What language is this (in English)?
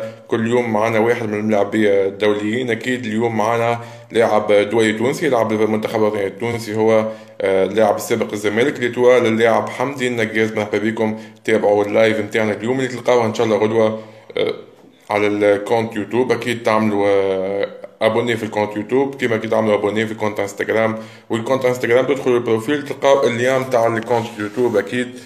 Tunisian Arabic